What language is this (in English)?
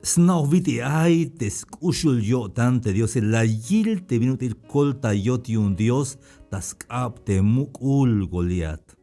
Tzeltal